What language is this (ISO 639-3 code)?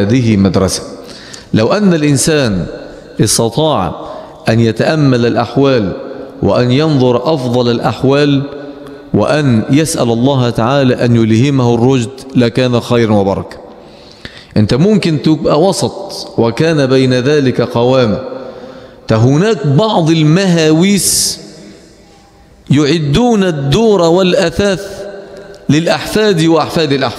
ara